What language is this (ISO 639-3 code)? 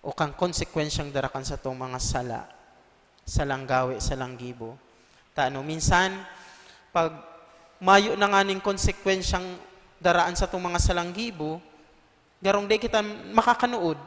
bik